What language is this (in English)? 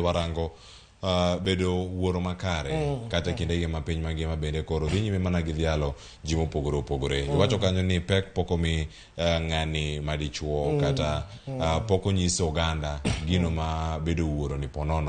Luo (Kenya and Tanzania)